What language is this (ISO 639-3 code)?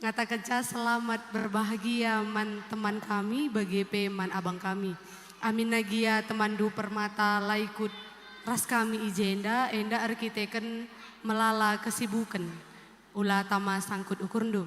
btx